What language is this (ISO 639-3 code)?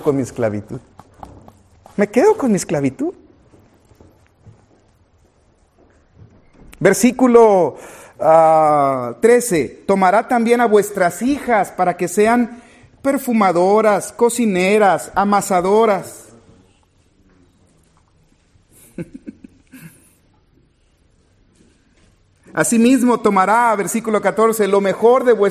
spa